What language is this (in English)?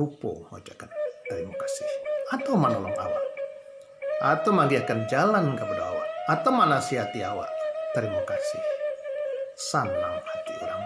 Minangkabau